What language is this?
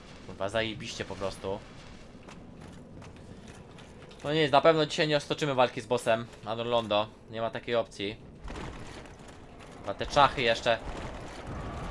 Polish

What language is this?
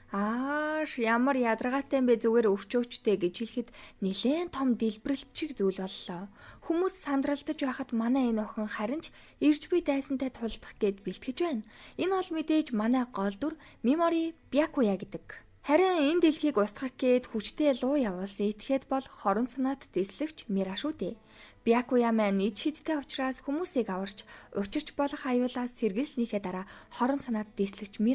Mongolian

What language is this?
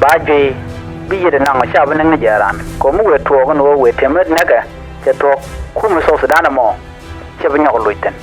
Nuer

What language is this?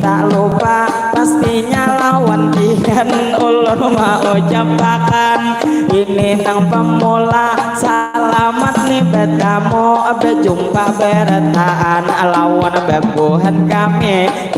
Banjar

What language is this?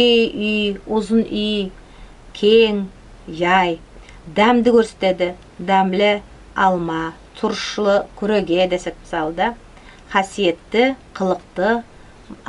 Nogai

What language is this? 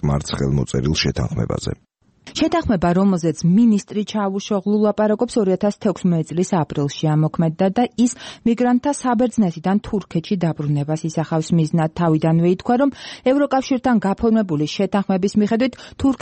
Georgian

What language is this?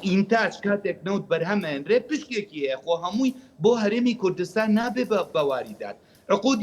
Central Kurdish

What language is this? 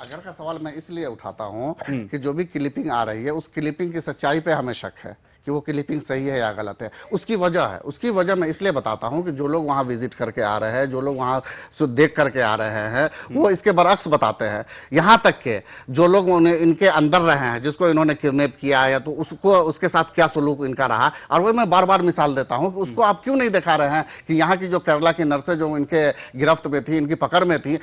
Hindi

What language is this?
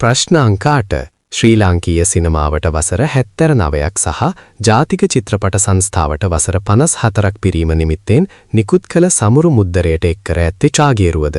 Sinhala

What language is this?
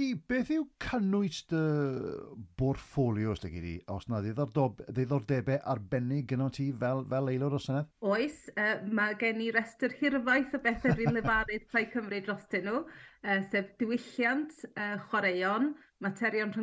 Welsh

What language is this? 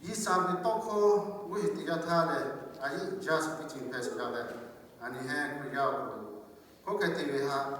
Lahu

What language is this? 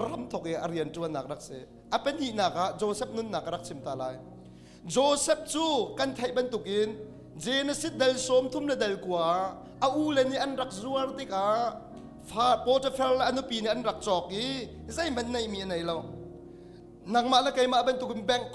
Hakha Chin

